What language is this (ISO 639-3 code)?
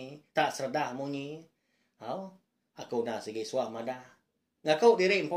iba